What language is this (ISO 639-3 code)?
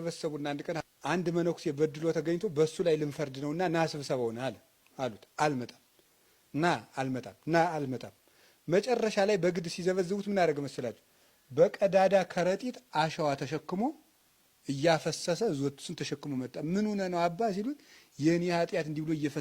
amh